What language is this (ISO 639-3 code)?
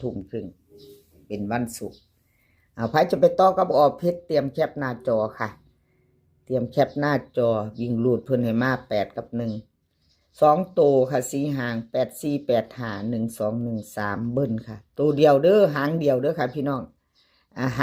tts